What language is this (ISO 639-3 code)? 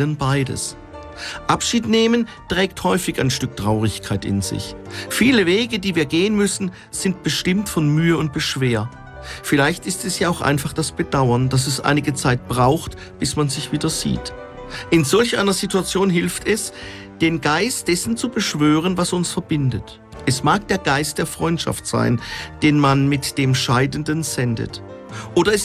deu